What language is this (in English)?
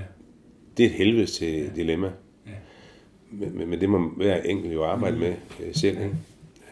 Danish